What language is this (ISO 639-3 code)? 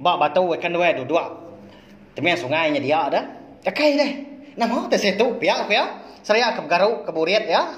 iba